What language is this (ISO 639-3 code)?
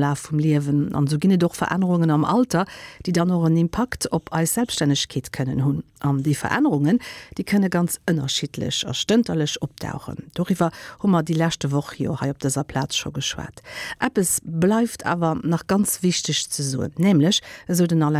ltz